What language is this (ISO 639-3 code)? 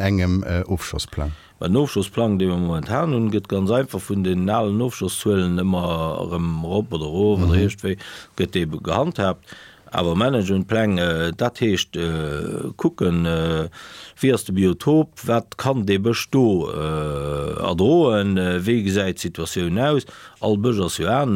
ltz